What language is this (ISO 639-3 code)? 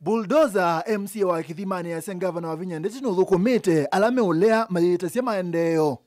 kam